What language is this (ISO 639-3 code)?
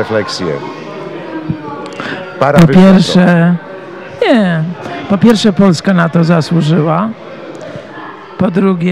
pol